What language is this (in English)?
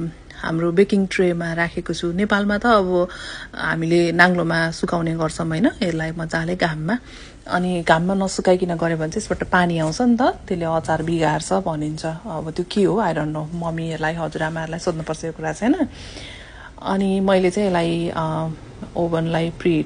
Nepali